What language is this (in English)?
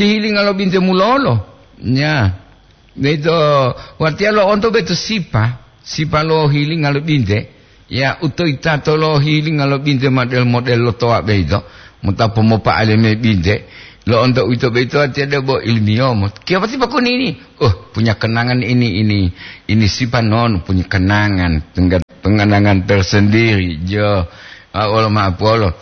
Gorontalo